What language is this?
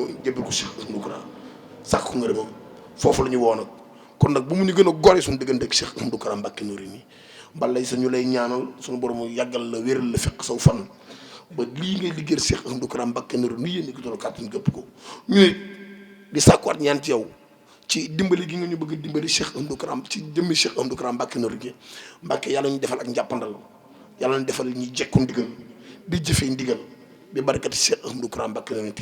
Wolof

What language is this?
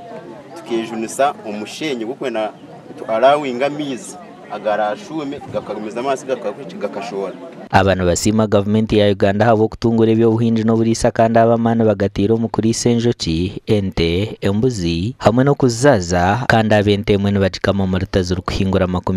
Nyankole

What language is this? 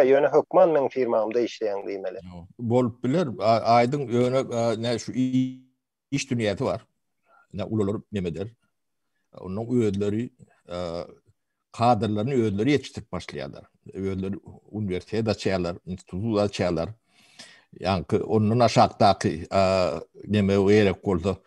Turkmen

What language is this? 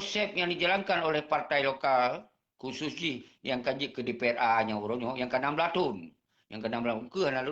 Achinese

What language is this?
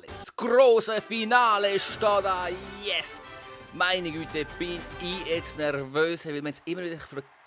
Swiss German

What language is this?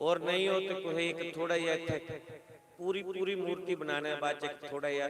Dogri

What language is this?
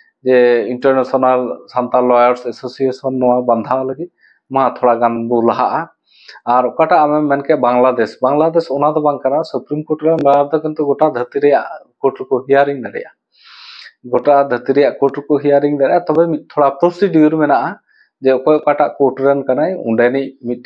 Santali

